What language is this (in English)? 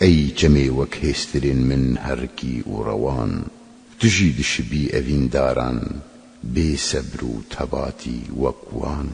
Kurdish